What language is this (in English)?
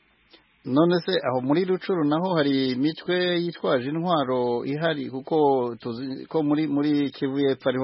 Kinyarwanda